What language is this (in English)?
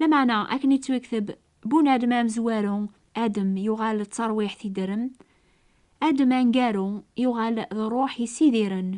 Kabyle